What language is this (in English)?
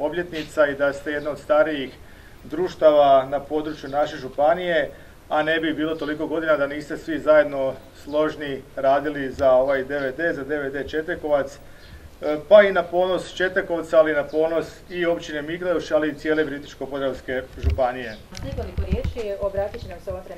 Croatian